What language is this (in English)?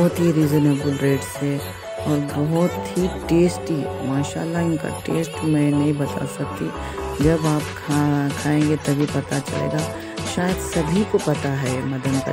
Hindi